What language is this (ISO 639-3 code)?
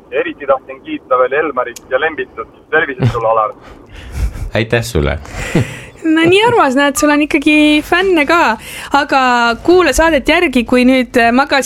est